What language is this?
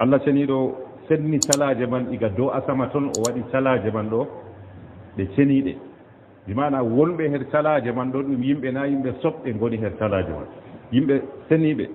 Fula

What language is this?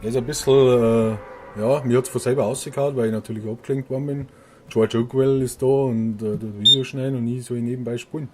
Bavarian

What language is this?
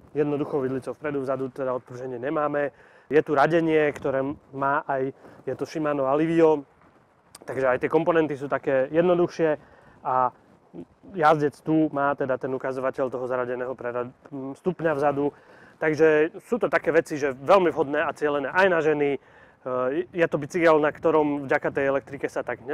Slovak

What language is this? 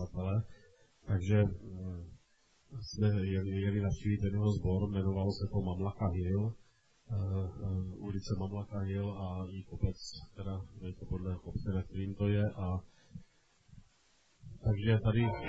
Czech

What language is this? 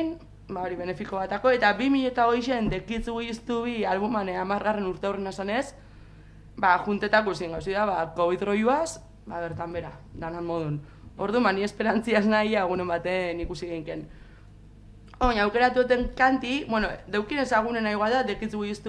Basque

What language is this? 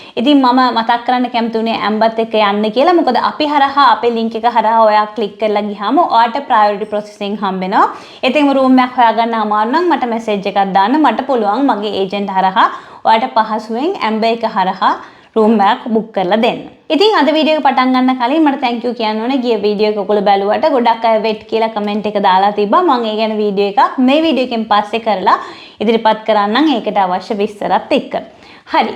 Sinhala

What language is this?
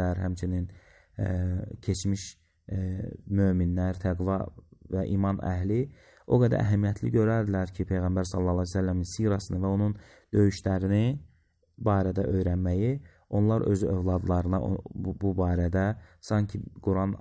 Azerbaijani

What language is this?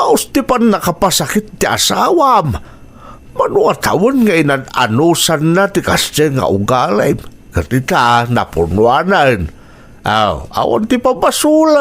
Iloko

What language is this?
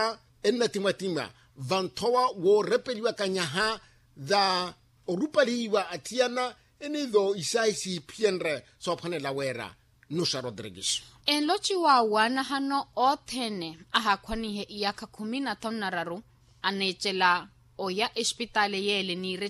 Makhuwa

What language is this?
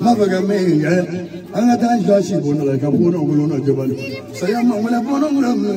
Bambara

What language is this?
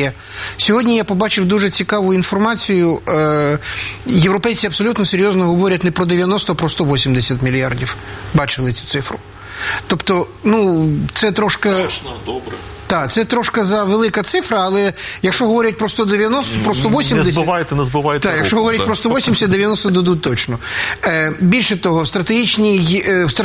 Ukrainian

